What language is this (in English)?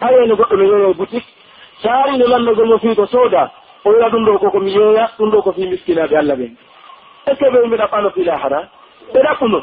Pular